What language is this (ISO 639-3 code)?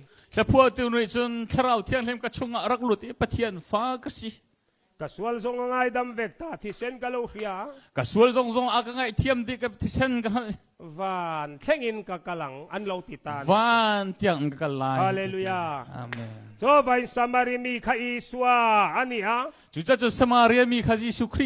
cnh